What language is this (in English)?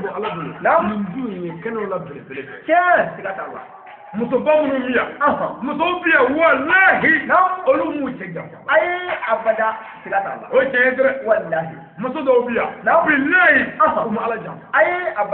Bambara